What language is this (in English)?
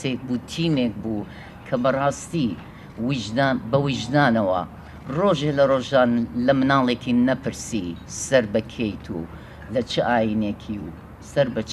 Central Kurdish